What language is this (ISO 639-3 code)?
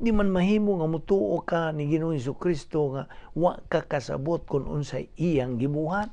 ceb